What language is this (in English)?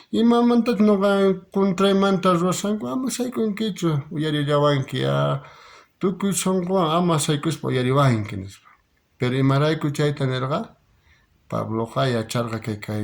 South Bolivian Quechua